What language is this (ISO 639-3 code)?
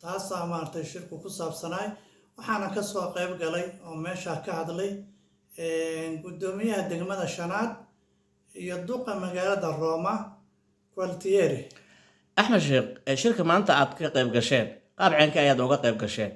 som